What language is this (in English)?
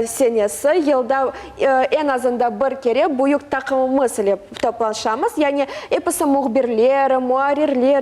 Crimean Tatar